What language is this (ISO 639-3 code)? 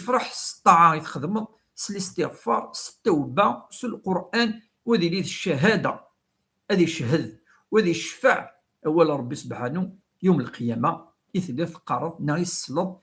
kab